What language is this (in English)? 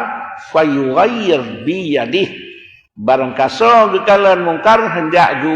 Achinese